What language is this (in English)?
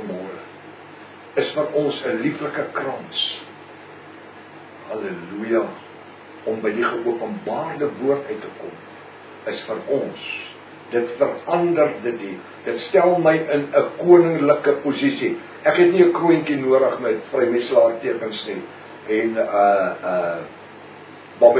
Afrikaans